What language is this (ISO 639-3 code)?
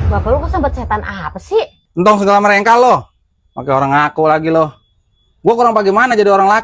bew